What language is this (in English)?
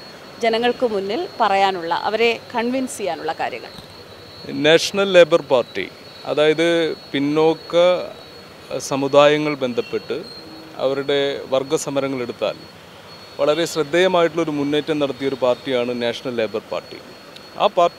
Malayalam